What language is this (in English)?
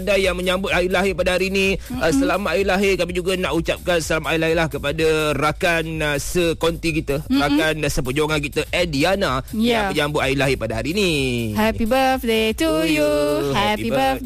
Malay